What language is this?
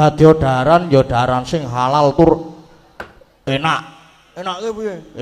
Javanese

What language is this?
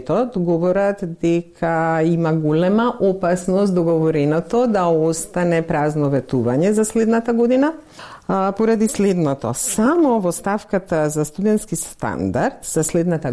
Macedonian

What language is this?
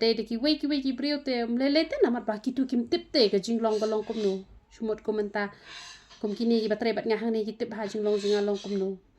Khasi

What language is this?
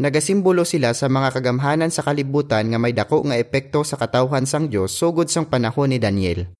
Hiligaynon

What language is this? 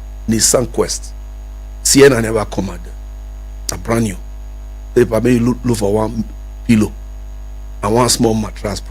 Nigerian Pidgin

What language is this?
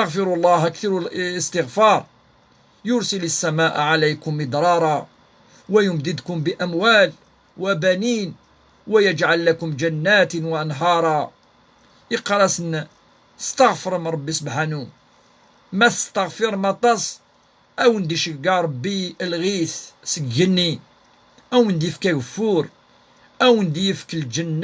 Kabyle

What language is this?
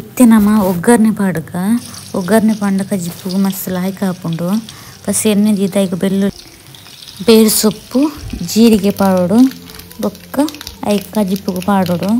Tulu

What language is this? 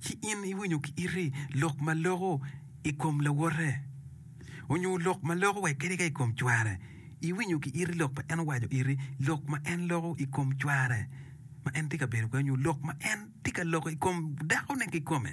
Acoli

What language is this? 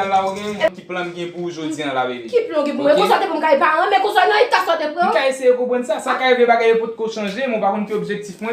Haitian Creole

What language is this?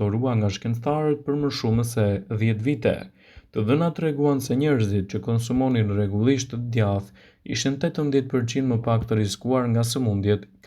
Albanian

